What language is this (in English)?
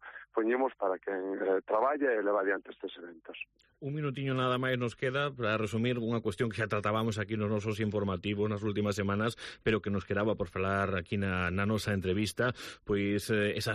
Galician